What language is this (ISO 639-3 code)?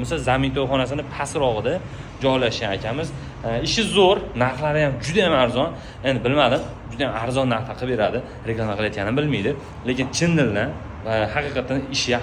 uzb